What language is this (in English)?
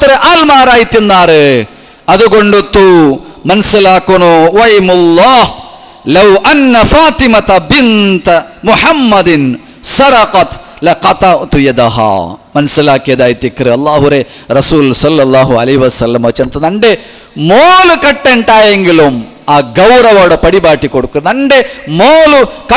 Malayalam